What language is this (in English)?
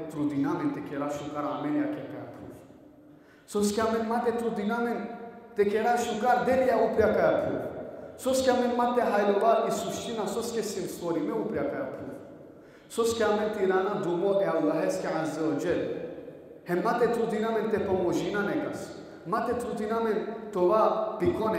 Balkan Romani